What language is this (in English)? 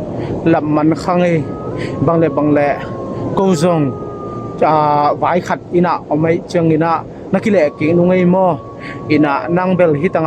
Tedim Chin